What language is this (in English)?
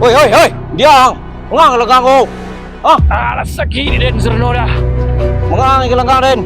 Minangkabau